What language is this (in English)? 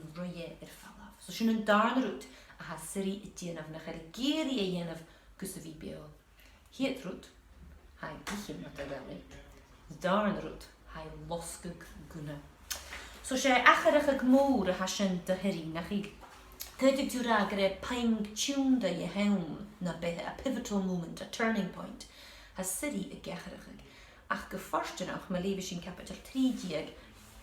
Scottish Gaelic